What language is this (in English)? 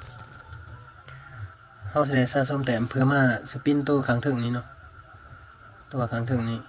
Lao